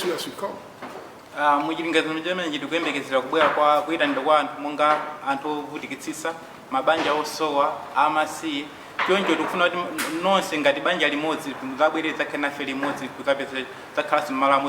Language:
Nyanja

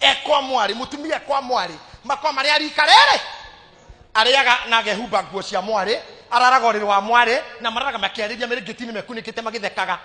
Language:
Kikuyu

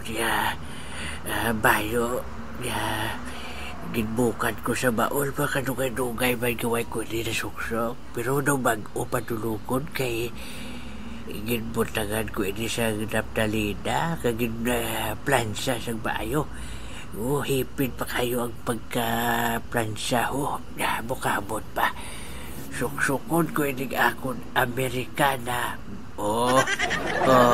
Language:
Hiligaynon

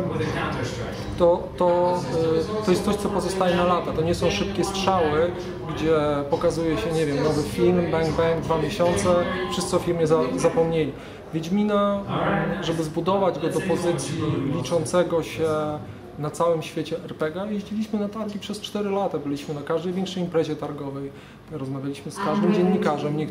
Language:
Polish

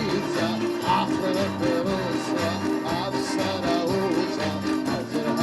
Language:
Abkhazian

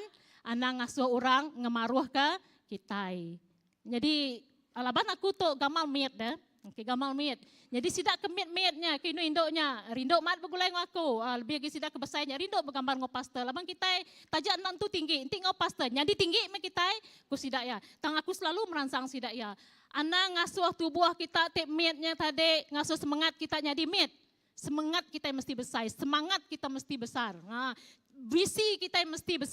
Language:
Iban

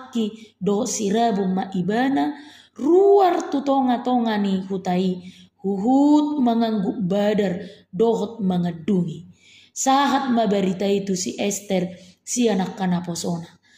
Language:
Batak Toba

